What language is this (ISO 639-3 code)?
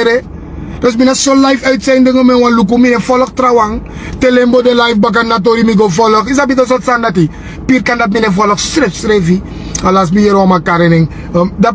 srn